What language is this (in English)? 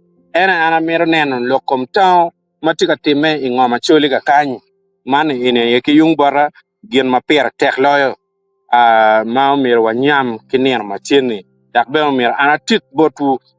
Acoli